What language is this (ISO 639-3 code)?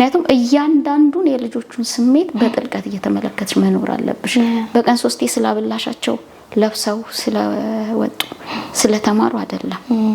amh